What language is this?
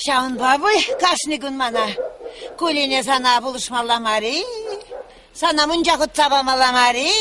Chuvash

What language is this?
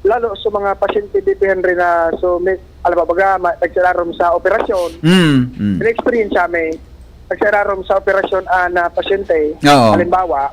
Bikol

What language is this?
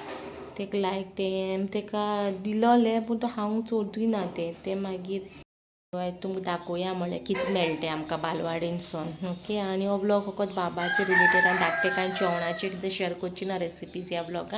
Konkani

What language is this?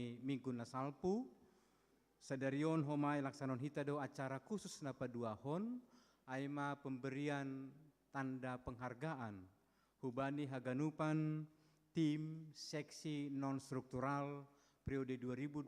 Batak Simalungun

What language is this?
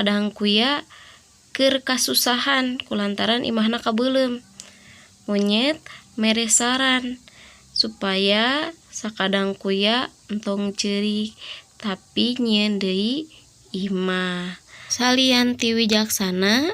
Sundanese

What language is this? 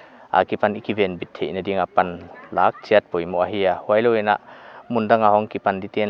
Paite Chin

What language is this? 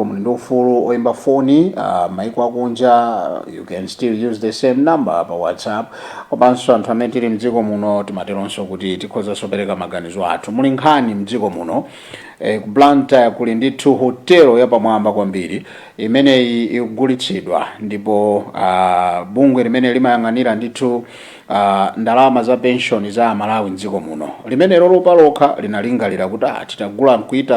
Nyanja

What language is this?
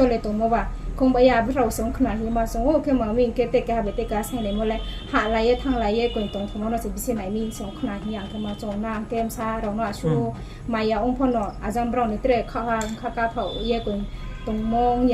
Riang (India)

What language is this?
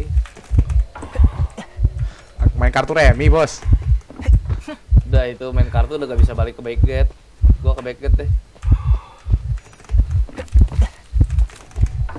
Indonesian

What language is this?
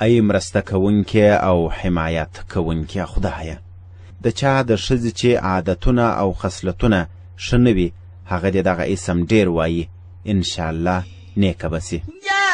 Pashto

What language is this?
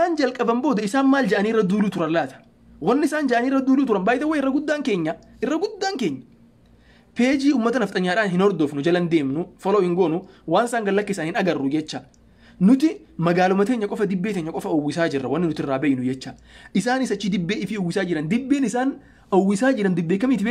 Oromo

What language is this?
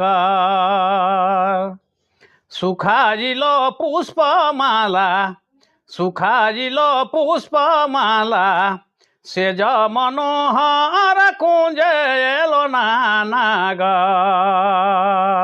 Sadri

